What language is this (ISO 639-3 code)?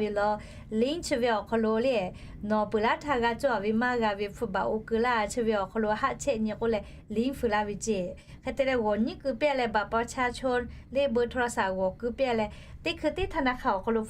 lhu